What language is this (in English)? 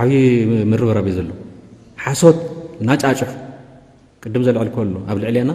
Tigrinya